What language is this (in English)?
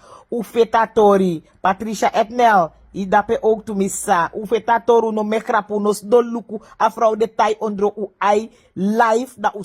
Sranan Tongo